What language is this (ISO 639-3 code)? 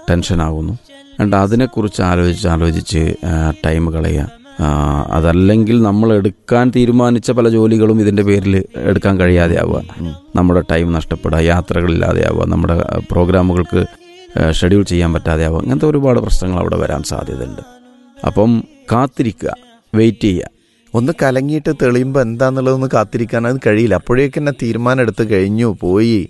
mal